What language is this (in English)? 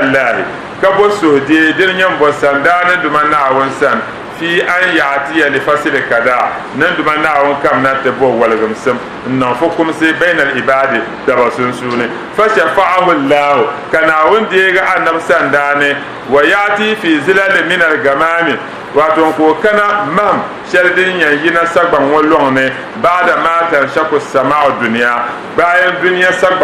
Dagbani